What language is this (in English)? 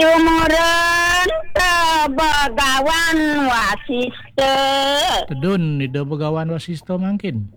Balinese